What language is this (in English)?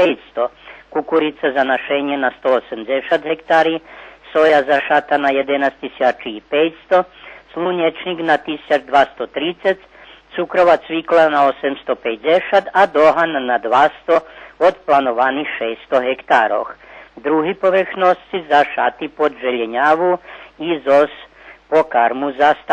Rusyn